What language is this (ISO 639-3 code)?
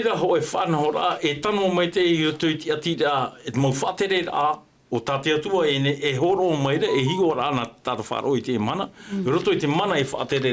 tah